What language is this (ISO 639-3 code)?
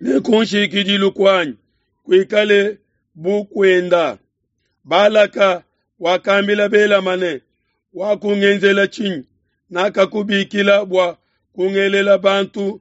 lua